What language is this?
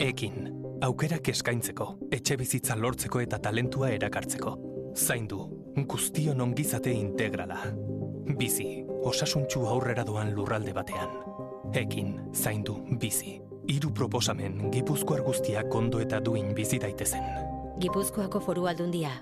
Basque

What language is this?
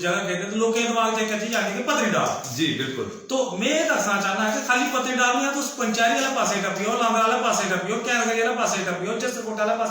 Dogri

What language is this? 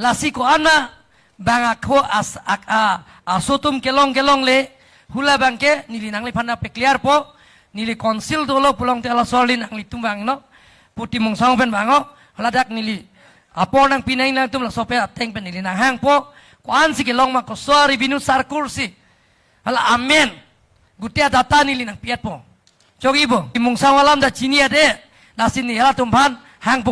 Karbi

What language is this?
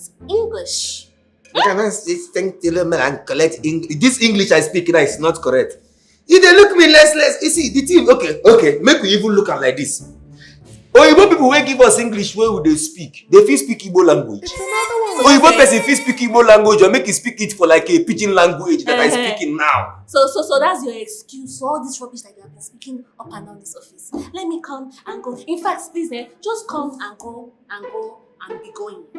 Nigerian Pidgin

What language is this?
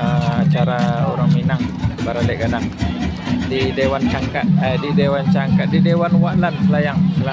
Minangkabau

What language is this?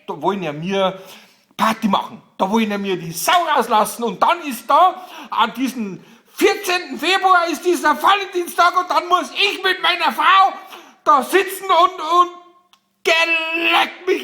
Bavarian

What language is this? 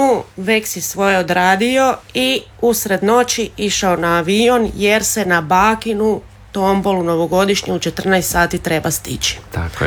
Croatian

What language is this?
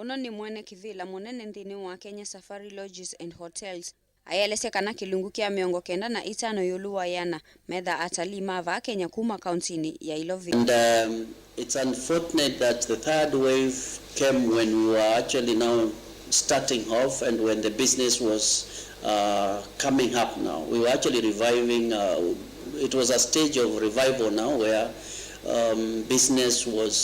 Kamba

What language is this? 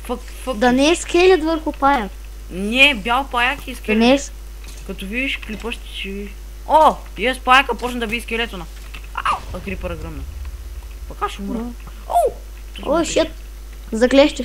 Bulgarian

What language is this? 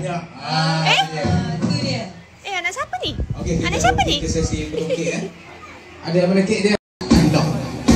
Malay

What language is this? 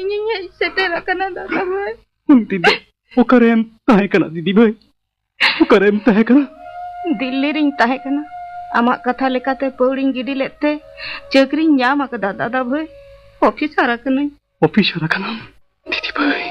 Santali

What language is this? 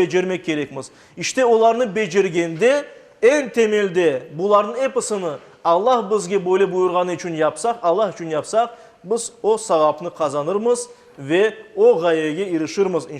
Crimean Tatar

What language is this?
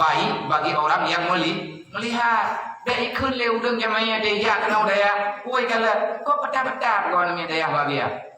Achinese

